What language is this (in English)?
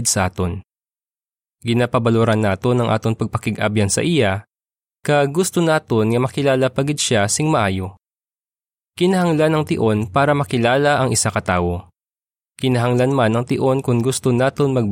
Hiligaynon